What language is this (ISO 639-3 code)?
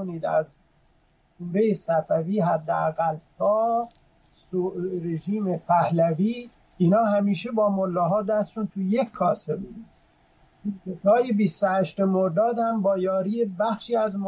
fas